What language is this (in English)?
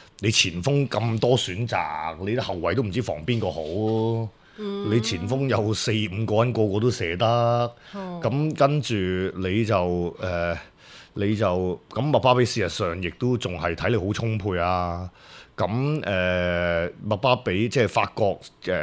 Cantonese